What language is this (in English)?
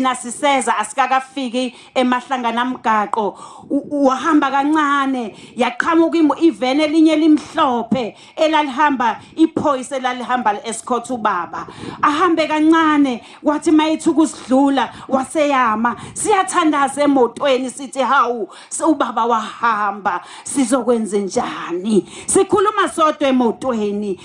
Zulu